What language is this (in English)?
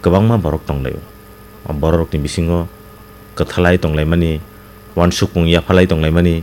Kok Borok